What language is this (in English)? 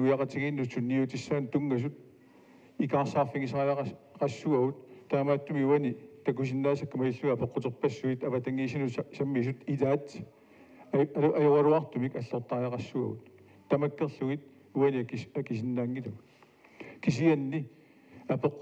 Kalaallisut